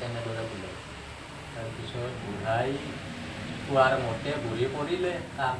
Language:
Assamese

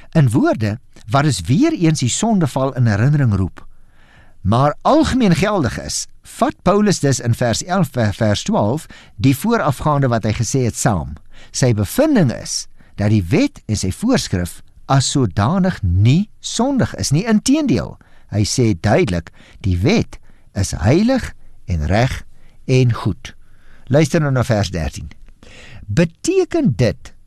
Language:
Afrikaans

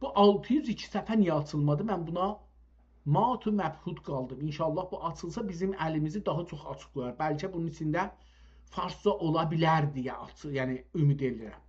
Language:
South Azerbaijani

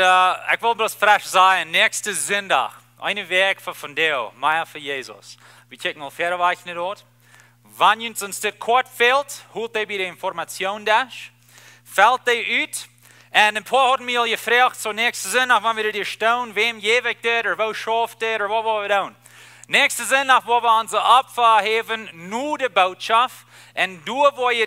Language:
Plautdietsch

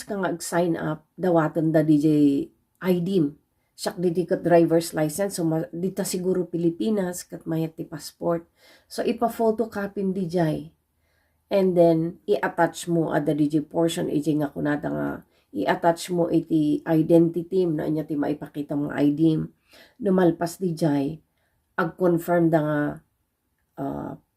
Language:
Iloko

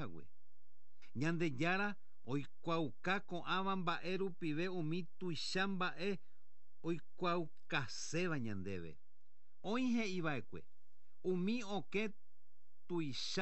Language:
Guarani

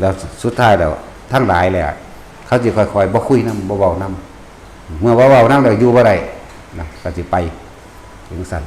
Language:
Northeastern Thai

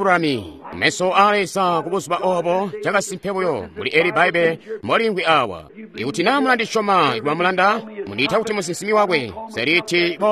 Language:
Tonga (Zambia)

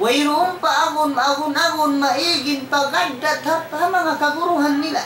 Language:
Tausug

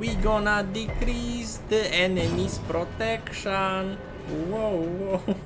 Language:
Rusyn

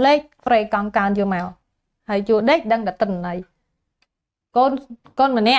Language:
Khmer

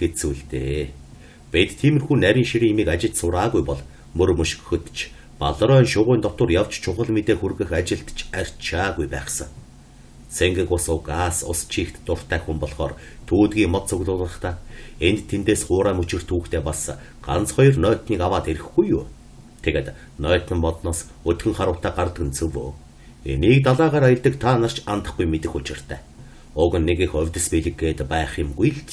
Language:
Mongolian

